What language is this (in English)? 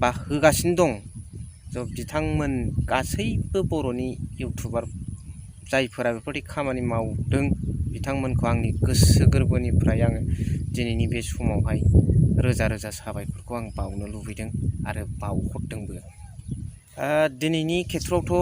Bodo